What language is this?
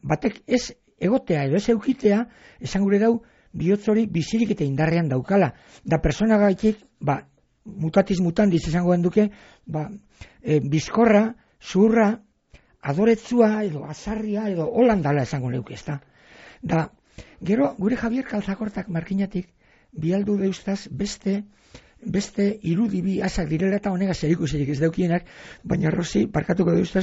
Basque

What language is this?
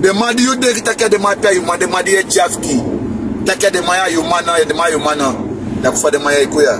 Sranan Tongo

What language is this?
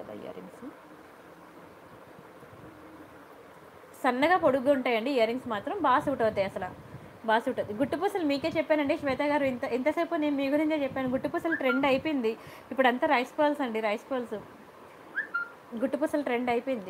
Telugu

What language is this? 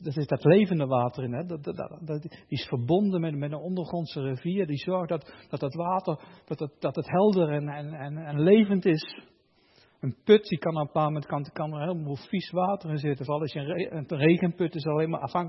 Dutch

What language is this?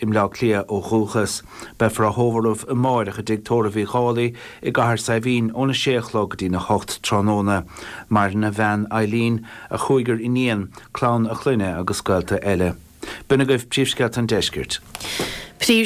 Irish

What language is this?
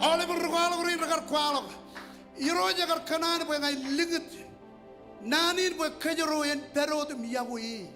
Marshallese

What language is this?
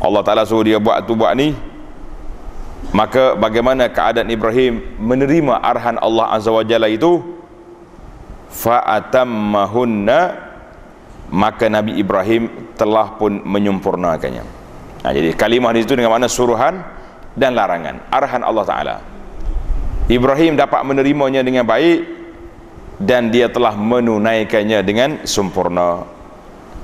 Malay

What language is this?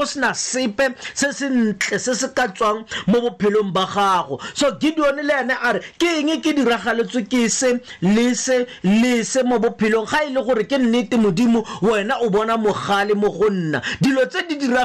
Tswana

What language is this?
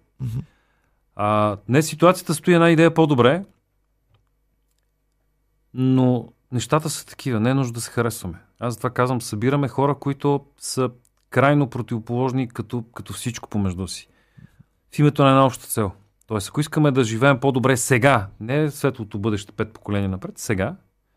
Bulgarian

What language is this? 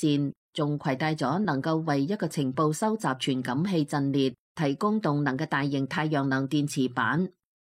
Cantonese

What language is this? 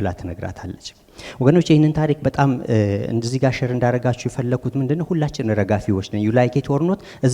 Amharic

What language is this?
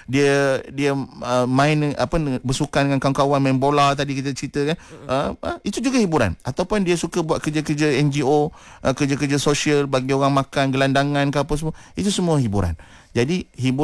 Malay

